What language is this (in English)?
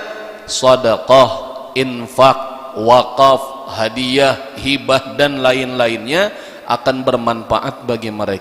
Banjar